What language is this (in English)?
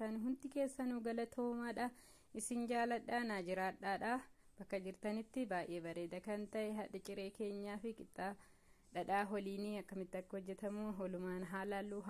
Oromo